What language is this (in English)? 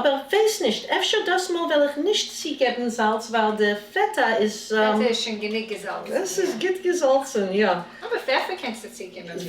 Yiddish